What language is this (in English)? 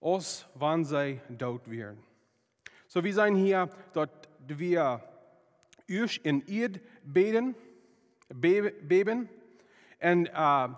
Plautdietsch